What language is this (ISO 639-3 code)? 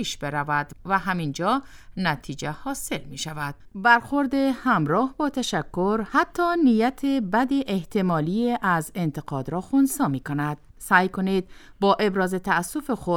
fas